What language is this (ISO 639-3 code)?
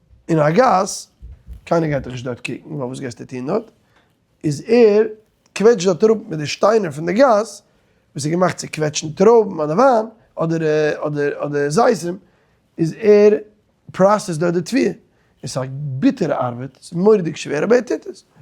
yid